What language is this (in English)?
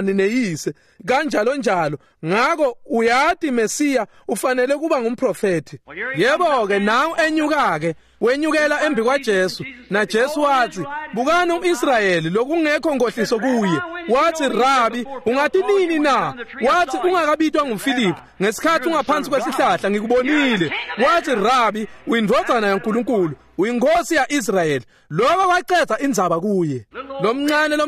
Swati